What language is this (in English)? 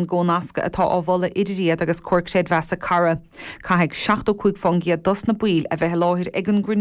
Irish